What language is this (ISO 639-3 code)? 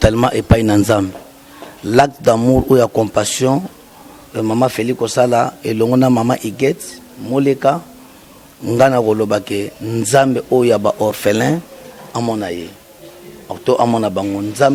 lin